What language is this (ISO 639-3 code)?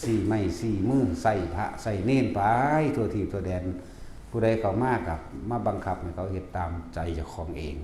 tts